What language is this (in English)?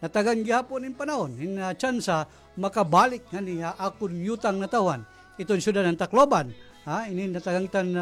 Waray